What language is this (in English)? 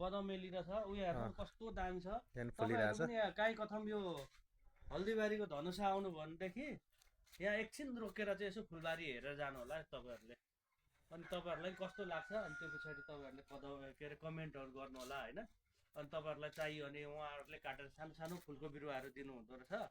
Nepali